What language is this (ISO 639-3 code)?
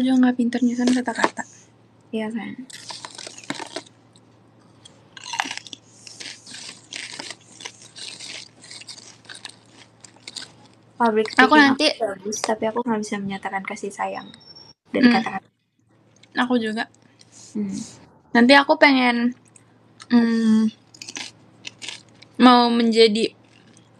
ind